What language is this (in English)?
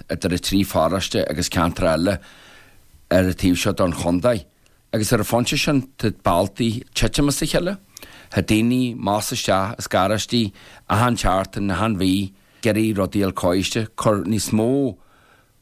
Irish